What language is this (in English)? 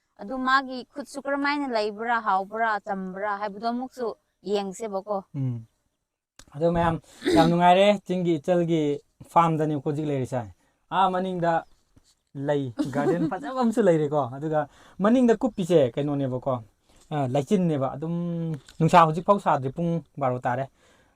Manipuri